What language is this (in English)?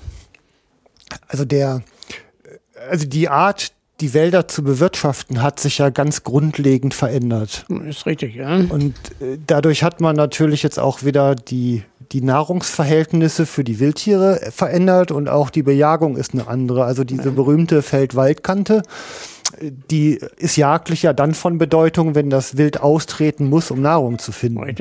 German